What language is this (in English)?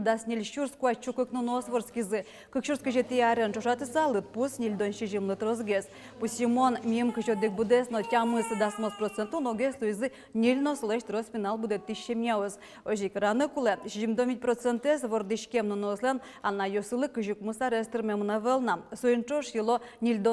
Udmurt